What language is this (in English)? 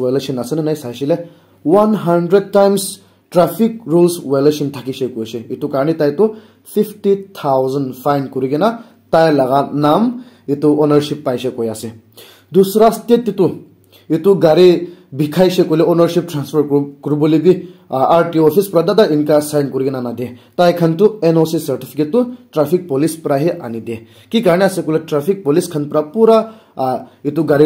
Naga Pidgin